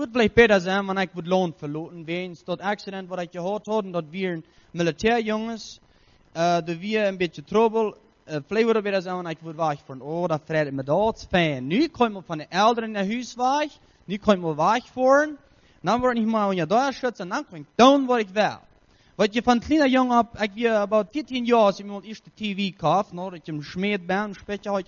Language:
Plautdietsch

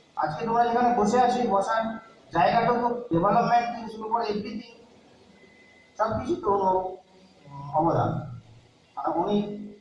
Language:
Bangla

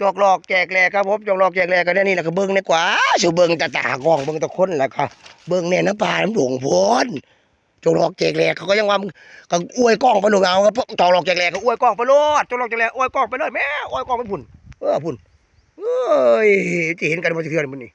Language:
Northeastern Thai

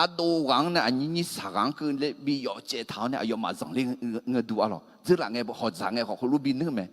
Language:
Akha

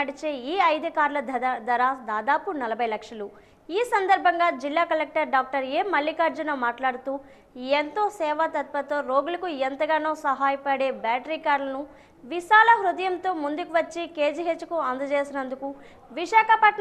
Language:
Telugu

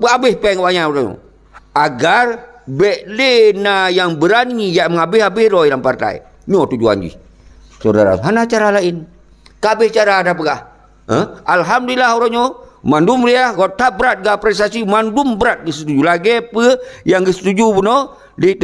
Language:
Achinese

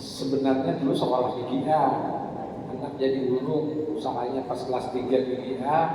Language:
Banjar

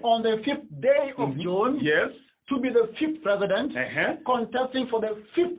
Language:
Luo (Kenya and Tanzania)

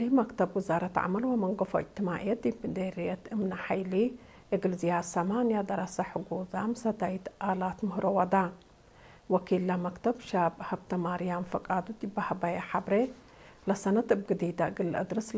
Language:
Tigre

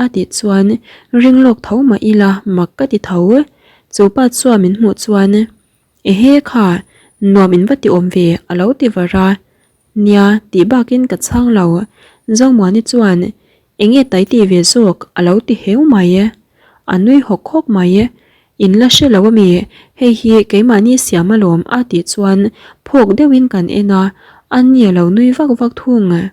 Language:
Mizo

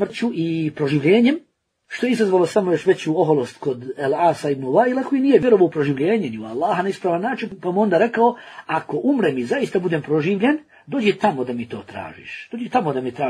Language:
Bosnian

